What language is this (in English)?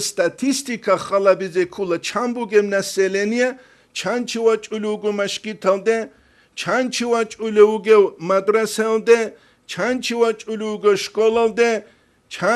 Avaric